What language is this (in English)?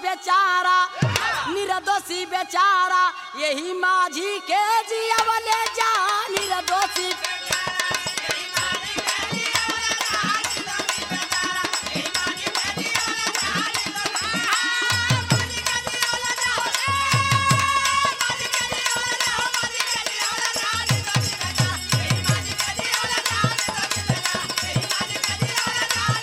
Bhojpuri